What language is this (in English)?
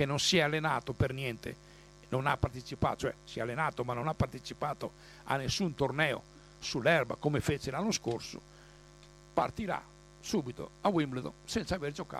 Italian